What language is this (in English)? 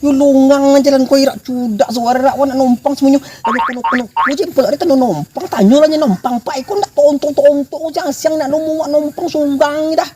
Minangkabau